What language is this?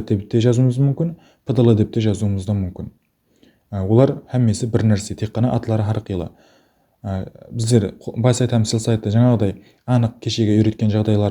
Kara-Kalpak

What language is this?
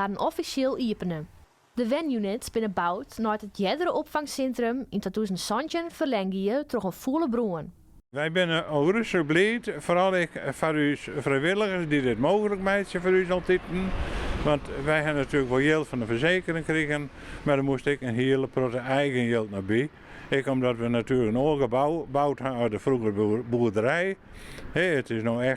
Western Frisian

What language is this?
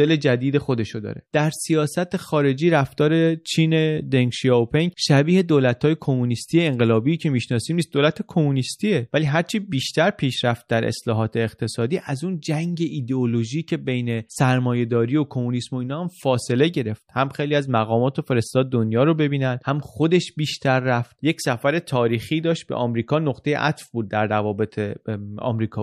Persian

